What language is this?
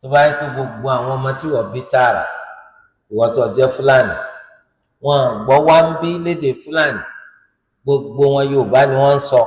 Yoruba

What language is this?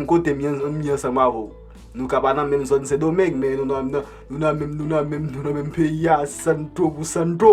Haitian Creole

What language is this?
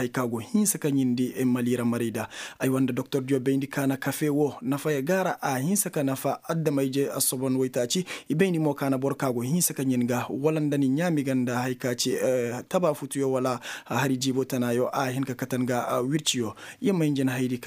Koyraboro Senni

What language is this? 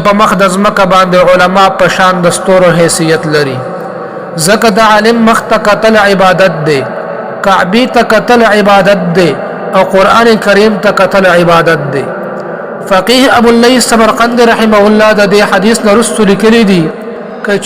Pashto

